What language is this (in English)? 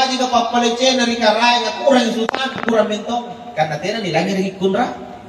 Makasar